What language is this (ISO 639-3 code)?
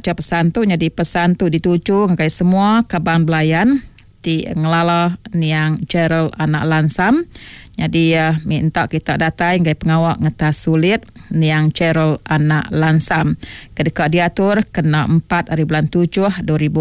iba